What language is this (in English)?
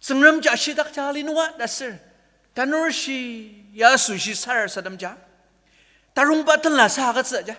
Ao Naga